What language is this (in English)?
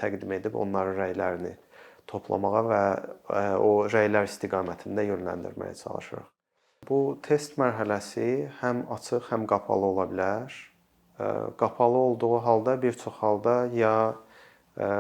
Azerbaijani